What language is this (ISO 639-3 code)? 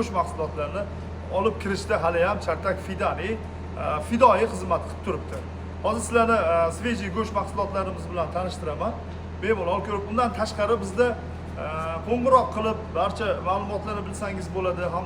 uzb